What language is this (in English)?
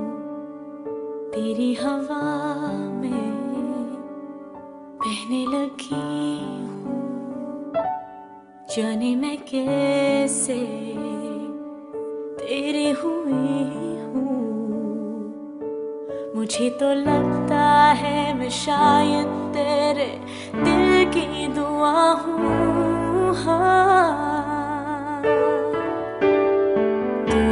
Hindi